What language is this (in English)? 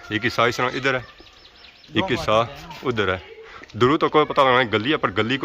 Pahari-Potwari